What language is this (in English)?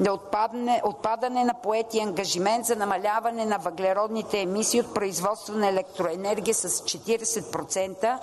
Bulgarian